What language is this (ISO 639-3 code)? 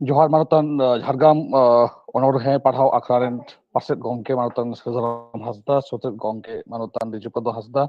sat